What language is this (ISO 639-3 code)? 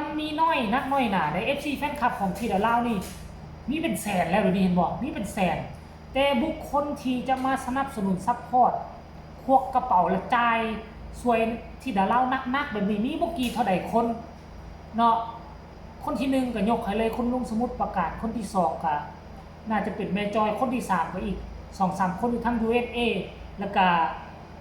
lao